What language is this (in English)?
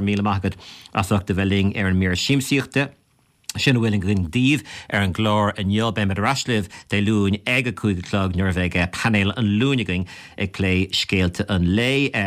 Irish